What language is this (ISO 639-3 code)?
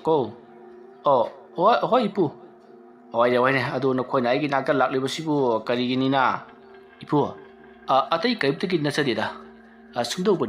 mni